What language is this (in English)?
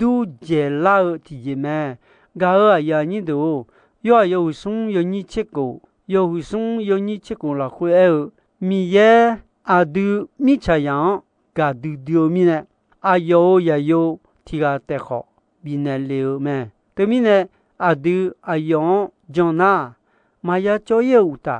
Akha